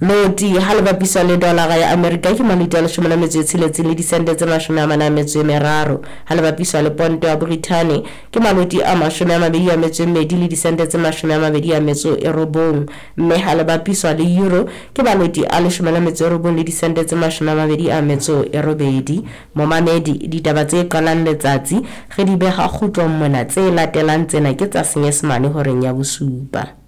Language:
Southern Sotho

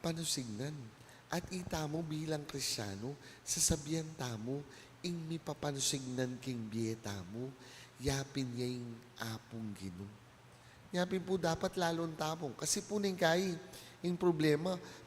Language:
Pampanga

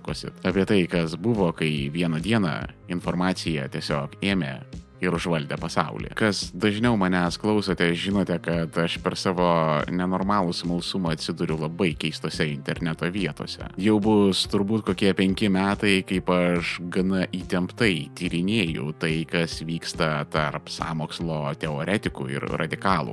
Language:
Lithuanian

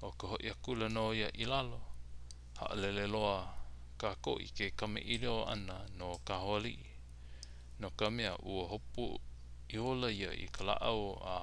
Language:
Hawaiian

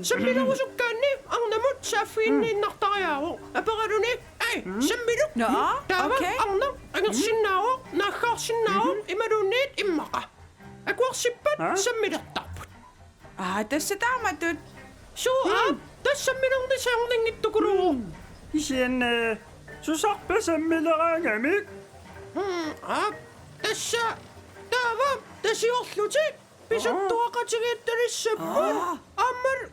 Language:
Kalaallisut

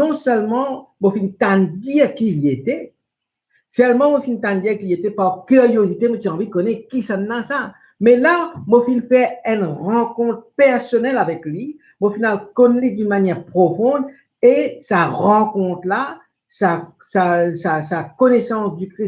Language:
Morisyen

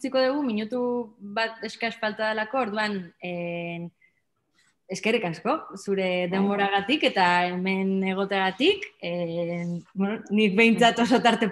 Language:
Basque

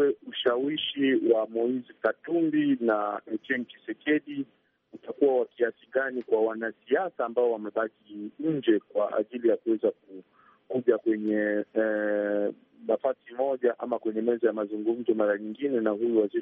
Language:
Swahili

